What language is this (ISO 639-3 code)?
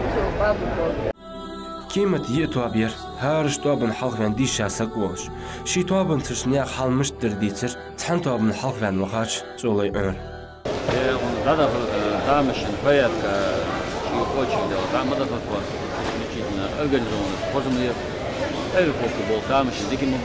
inh